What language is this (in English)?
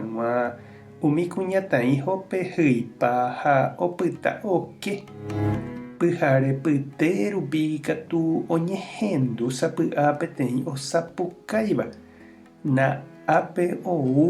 Guarani